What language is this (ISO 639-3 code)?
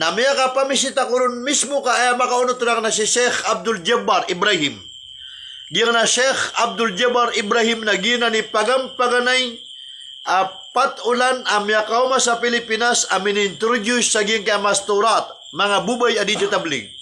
mrw